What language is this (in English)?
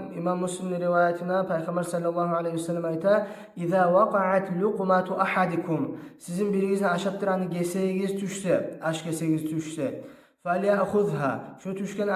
Kumyk